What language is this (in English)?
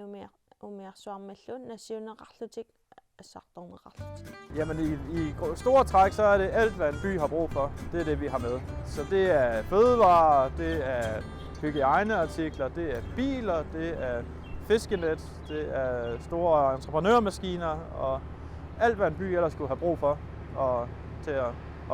Kalaallisut